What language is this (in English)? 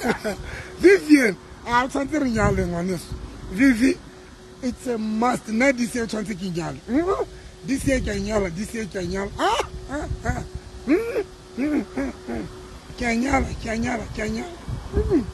Southern Sotho